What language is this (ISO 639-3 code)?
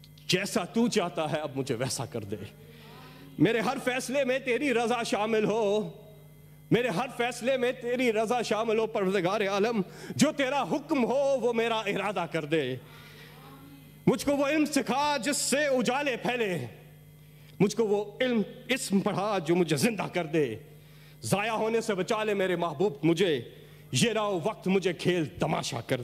urd